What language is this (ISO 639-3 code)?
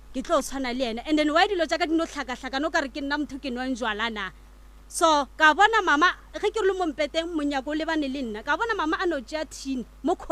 nso